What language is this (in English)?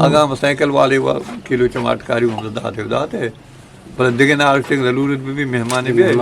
Eastern Balochi